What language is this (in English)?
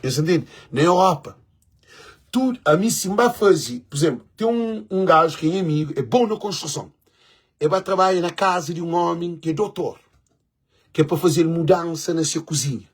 Kabuverdianu